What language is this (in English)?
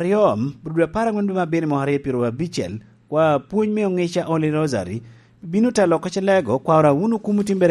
Lango (Uganda)